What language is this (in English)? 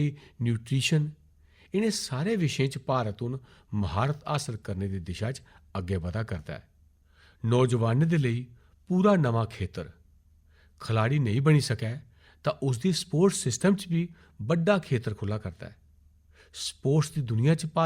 Dogri